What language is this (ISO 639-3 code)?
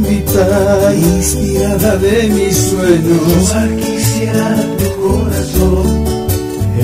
spa